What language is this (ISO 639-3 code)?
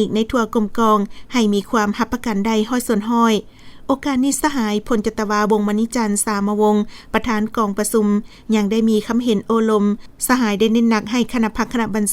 lao